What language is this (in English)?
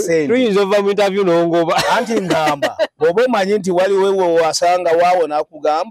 Ganda